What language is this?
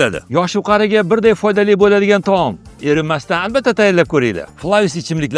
Uzbek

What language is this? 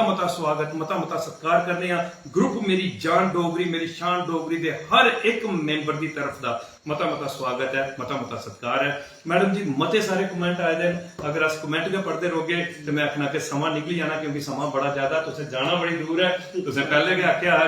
Dogri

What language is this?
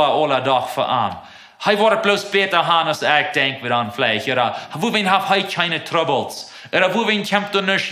Plautdietsch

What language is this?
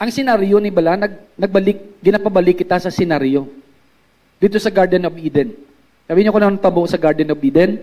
Hiligaynon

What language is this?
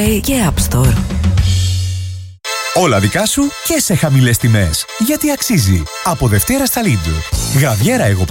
Greek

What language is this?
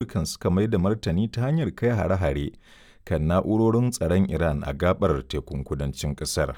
Hausa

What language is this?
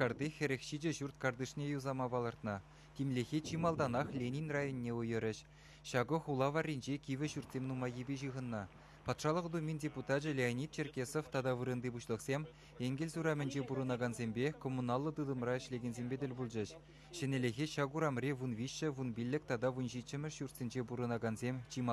Chuvash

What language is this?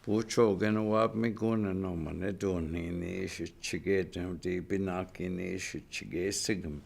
Chippewa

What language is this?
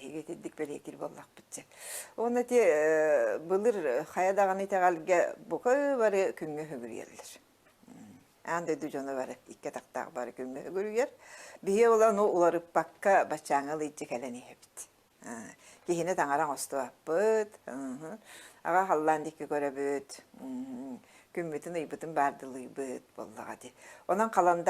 Yakut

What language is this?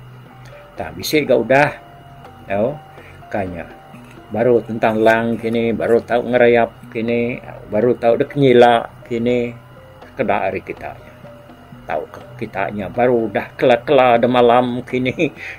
Iban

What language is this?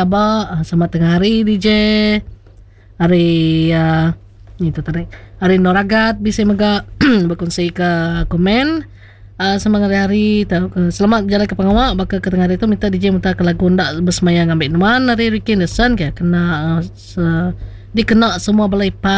Iban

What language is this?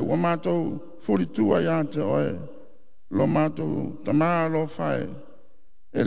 Samoan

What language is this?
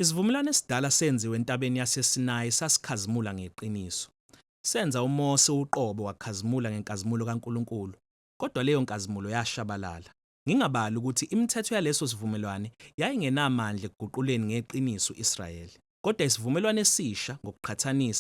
Zulu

